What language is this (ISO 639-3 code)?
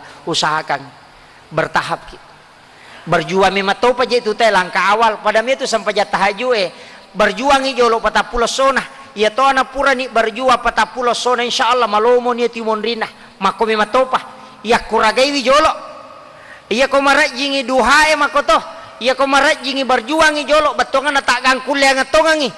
bug